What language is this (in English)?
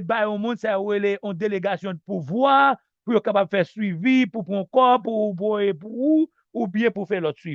Haitian Creole